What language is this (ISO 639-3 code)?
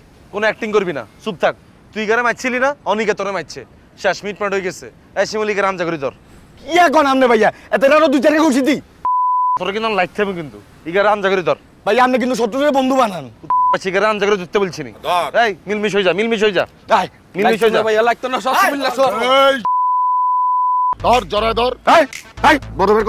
ben